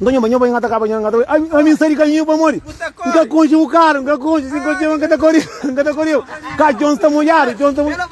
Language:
Kabuverdianu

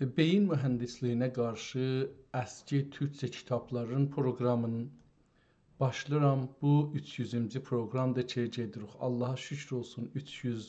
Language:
South Azerbaijani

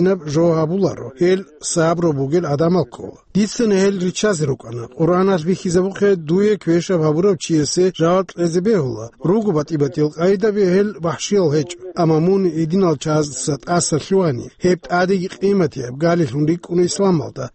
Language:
Avaric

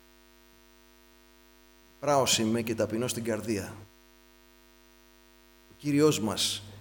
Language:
Greek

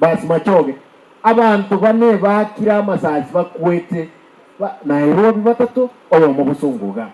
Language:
Gusii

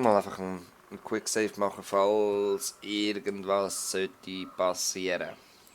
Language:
Swiss German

